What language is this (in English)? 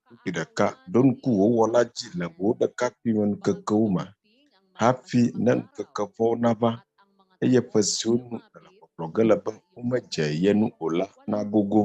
Ewe